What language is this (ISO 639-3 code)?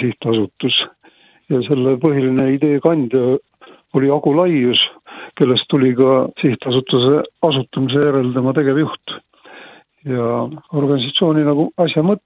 est